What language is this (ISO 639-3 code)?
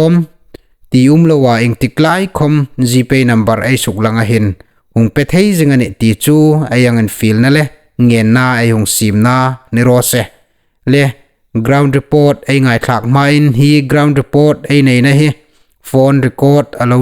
hmr